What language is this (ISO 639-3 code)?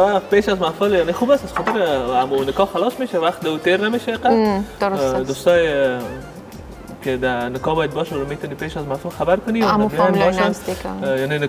fas